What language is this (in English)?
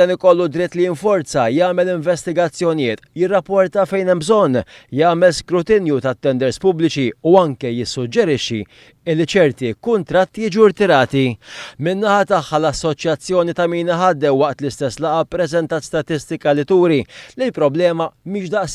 Maltese